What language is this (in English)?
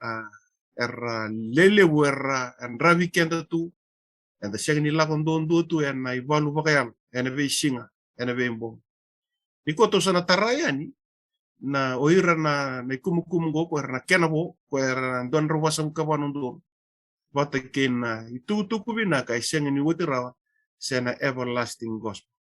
Fijian